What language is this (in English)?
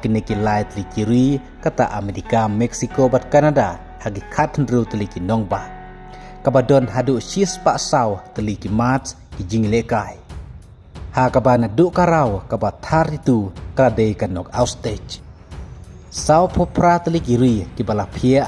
Khasi